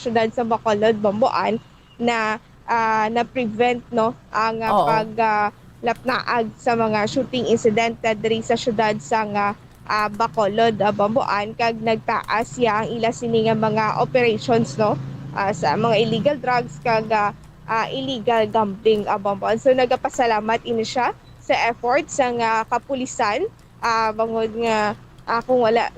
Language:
Hiligaynon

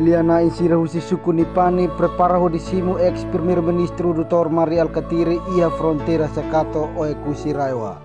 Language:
Tetum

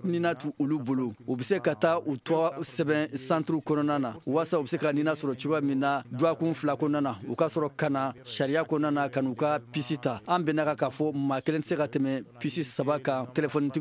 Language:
Bambara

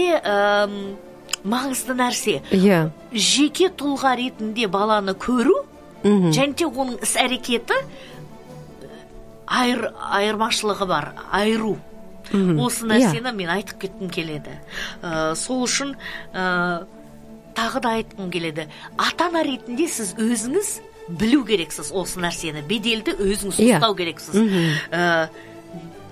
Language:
Kazakh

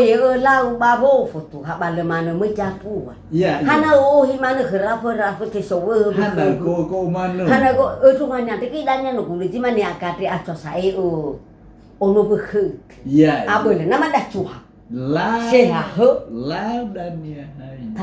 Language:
Nias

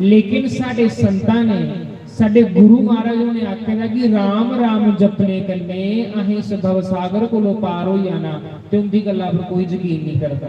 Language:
Dogri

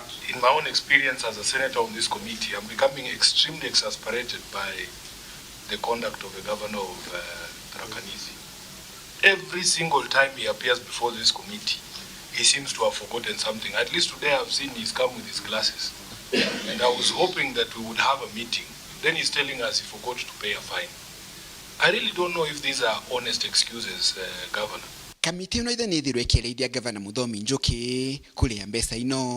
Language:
Meru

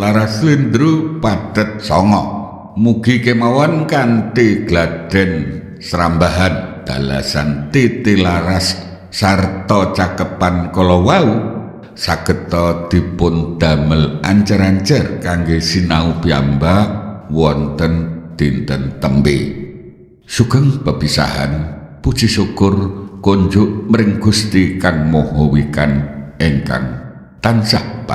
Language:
Javanese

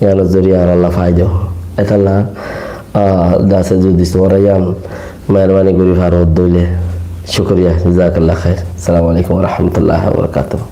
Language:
Rohingya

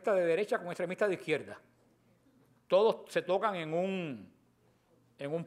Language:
Spanish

